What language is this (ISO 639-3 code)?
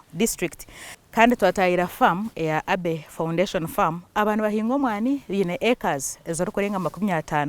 nyn